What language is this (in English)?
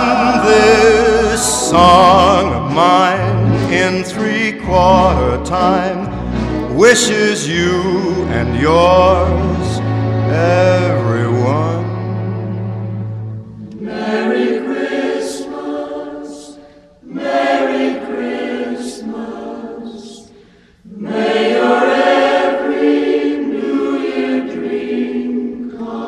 English